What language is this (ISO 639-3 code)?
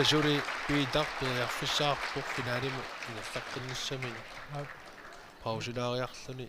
kal